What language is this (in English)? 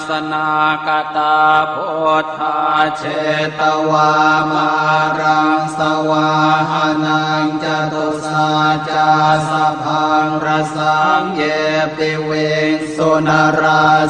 Pali